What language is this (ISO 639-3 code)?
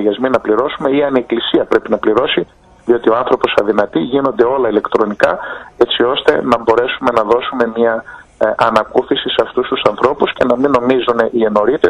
ell